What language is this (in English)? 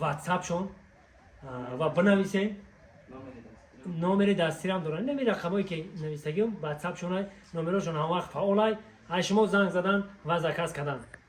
Tajik